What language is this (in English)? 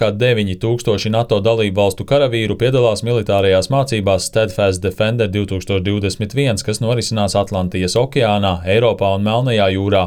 Latvian